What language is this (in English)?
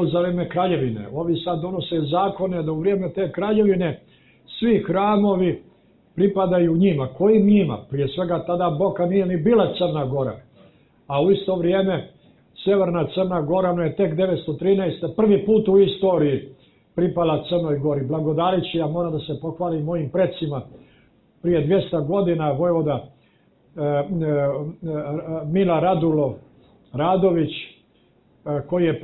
Serbian